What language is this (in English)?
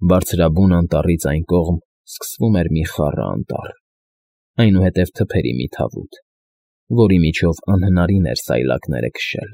Armenian